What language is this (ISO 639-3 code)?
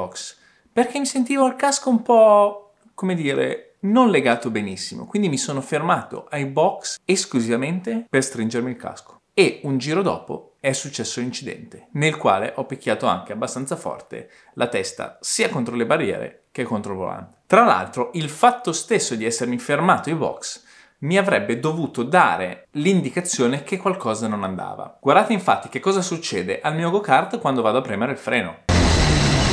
ita